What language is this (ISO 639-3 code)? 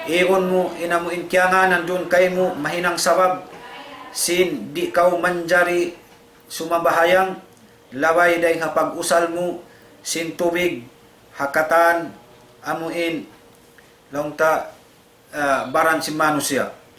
tsg